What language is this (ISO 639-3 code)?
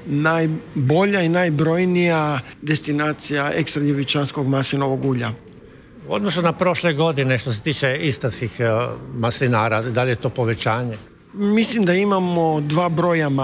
hrv